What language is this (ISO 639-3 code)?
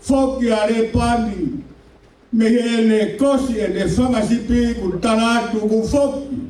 ton